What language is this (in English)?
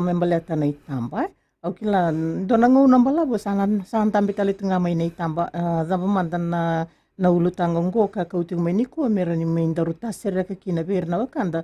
Fijian